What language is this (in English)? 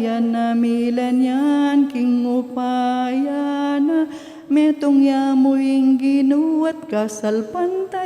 Pampanga